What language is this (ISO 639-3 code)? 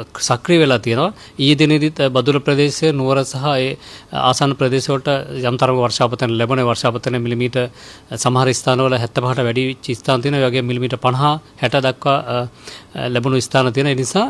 sin